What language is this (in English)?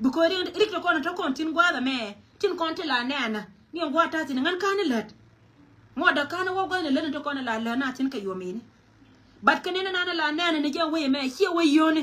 Nuer